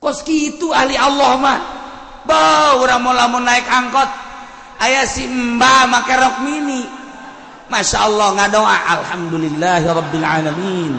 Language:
Sundanese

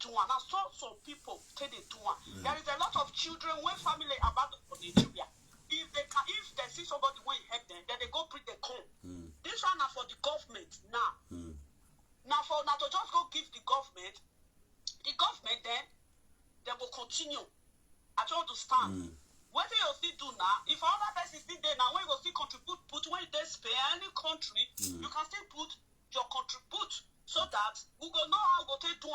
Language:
Nigerian Pidgin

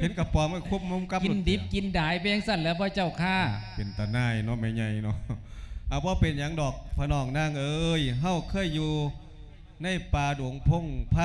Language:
Lao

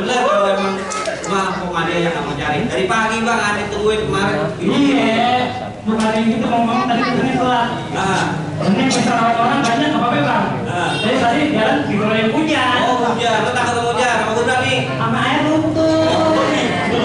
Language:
Betawi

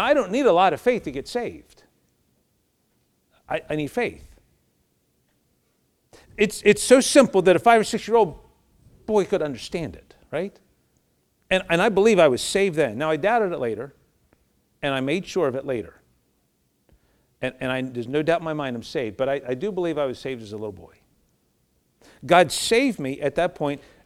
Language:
English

